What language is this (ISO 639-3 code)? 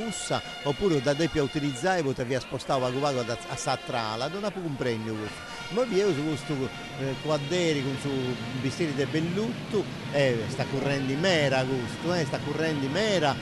srd